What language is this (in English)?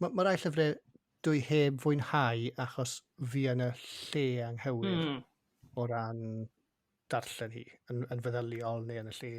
Welsh